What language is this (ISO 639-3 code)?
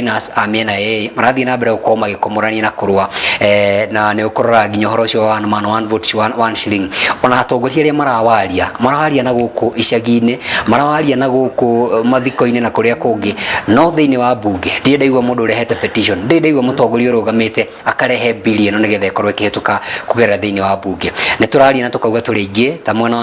kik